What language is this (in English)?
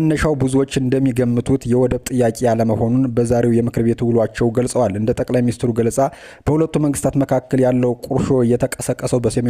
Amharic